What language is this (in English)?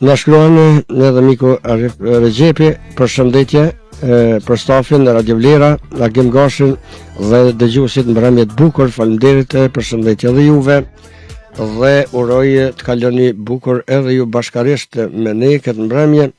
Albanian